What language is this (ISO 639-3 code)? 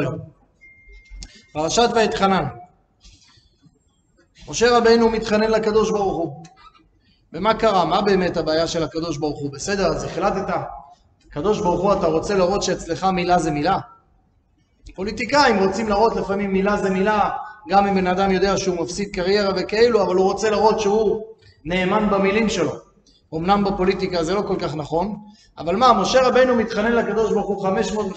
heb